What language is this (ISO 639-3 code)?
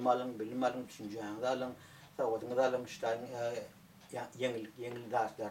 tuk